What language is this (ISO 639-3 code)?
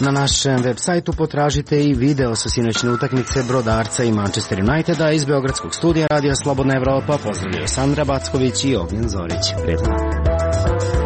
srp